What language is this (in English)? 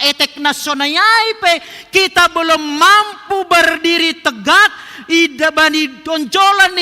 Batak Simalungun